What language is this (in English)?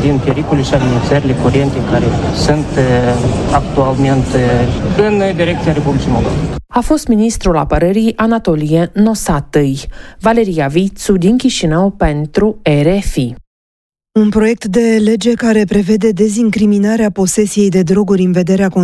Romanian